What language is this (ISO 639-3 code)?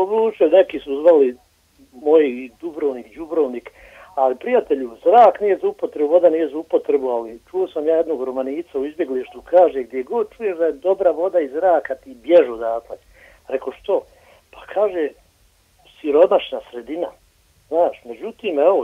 hrv